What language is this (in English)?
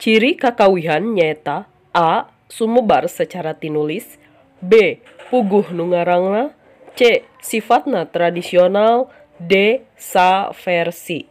Sundanese